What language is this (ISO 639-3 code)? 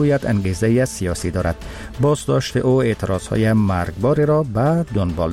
fas